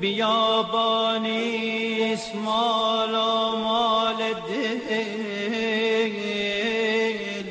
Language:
Azerbaijani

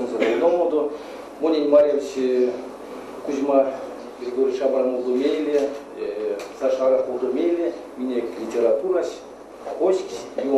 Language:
Erzya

